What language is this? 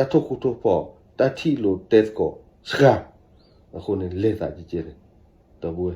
S'gaw Karen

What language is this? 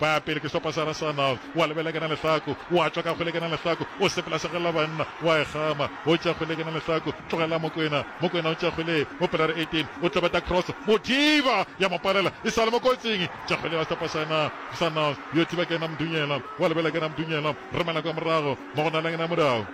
Northern Sotho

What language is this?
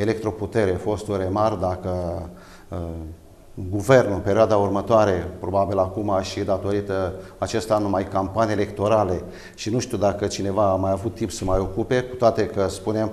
Romanian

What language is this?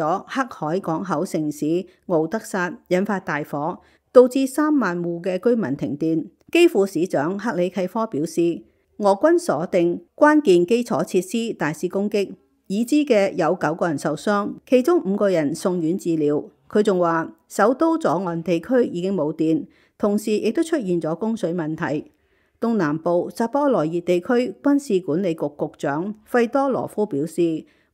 Cantonese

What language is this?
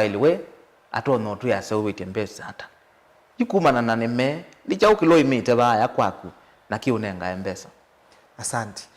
Kamba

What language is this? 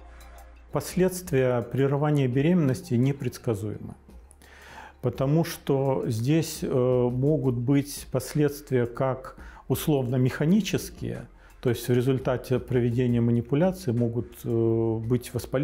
Russian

